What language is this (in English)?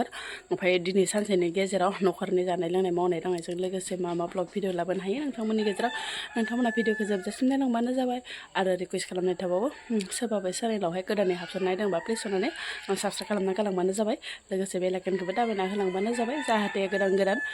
Bodo